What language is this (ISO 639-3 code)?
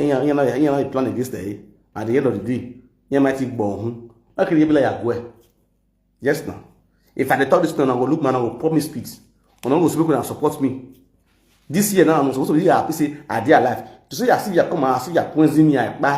pcm